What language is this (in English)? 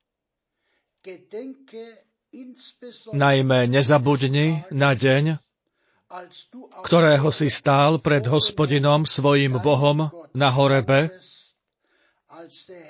Slovak